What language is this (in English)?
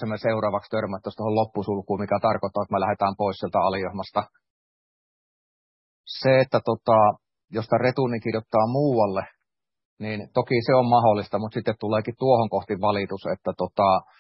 Finnish